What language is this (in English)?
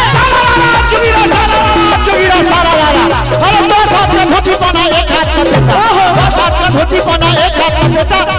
Maithili